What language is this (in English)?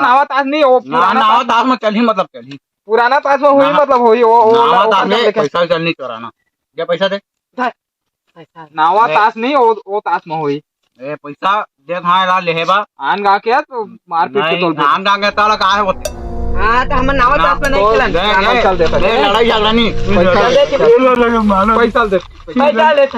Chhattisgarhi